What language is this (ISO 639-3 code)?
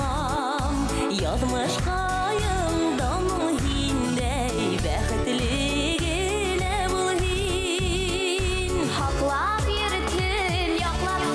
bak